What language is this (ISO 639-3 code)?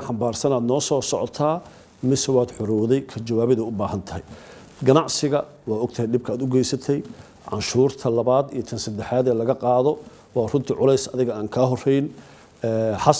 som